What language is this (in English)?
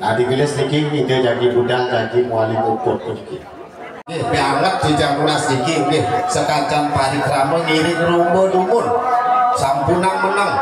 Balinese